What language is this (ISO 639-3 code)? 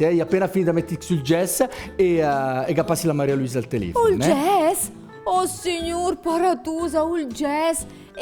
lmo